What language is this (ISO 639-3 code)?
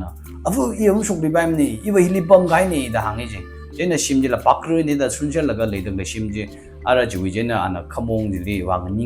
nmf